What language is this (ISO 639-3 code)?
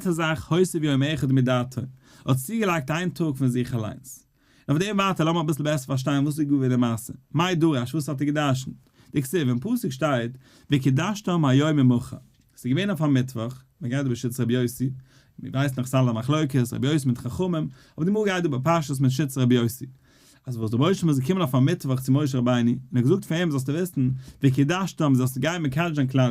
yid